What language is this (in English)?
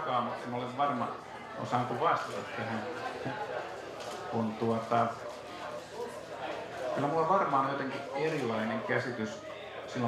Finnish